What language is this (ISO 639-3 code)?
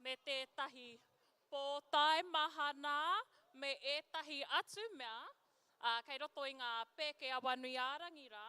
mri